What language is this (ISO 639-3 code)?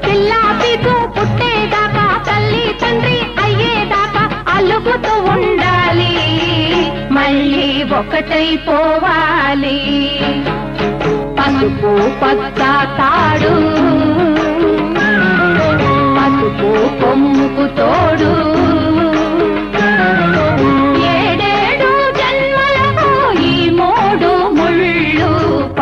tel